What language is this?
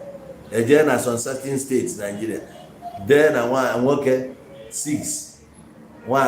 Igbo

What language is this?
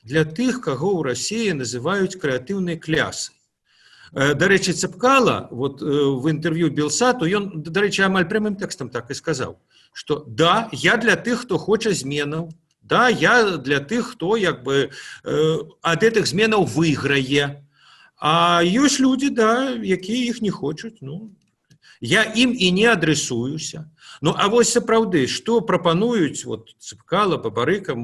Belarusian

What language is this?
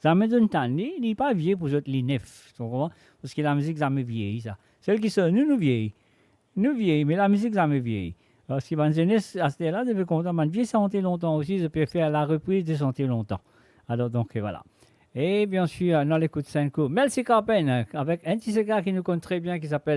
Morisyen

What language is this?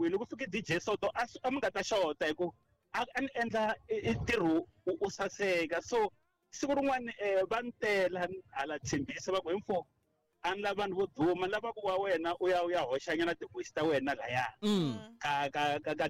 Tsonga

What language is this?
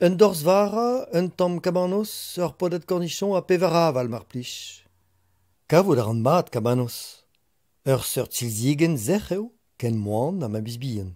Breton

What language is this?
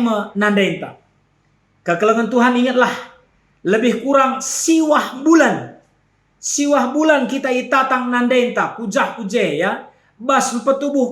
Batak Karo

